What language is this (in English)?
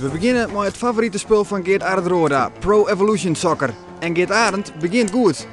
Western Frisian